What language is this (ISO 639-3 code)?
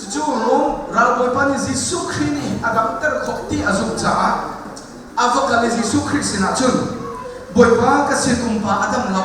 cnh